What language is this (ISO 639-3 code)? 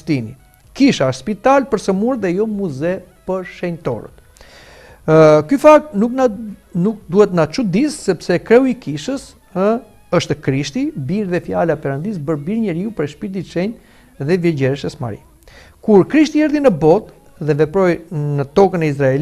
sqi